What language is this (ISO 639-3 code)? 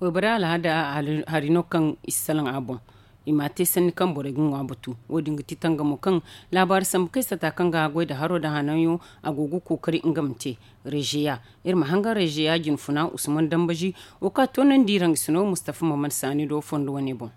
dje